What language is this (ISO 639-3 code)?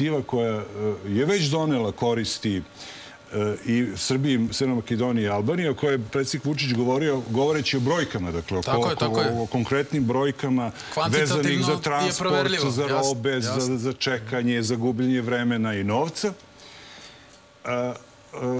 srp